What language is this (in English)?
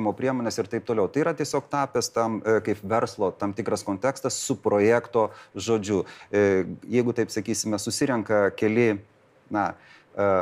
Lithuanian